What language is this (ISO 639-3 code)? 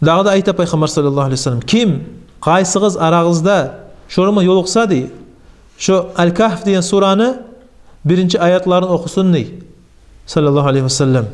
kum